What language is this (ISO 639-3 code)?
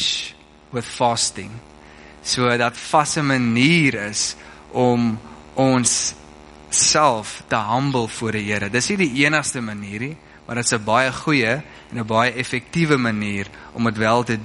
afr